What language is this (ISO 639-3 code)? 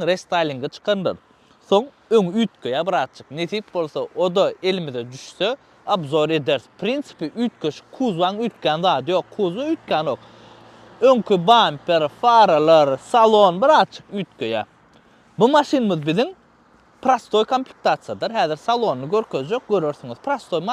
tuk